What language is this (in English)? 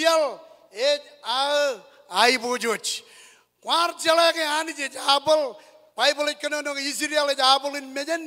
Marshallese